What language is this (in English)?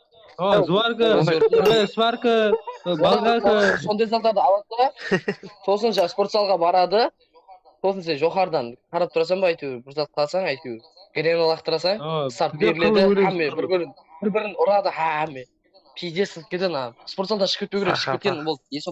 Kara-Kalpak